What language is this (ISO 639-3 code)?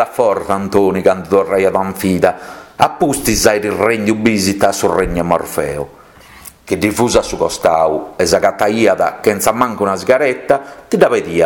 srd